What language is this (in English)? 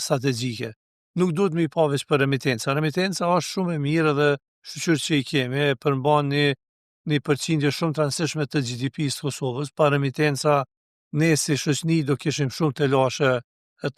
Albanian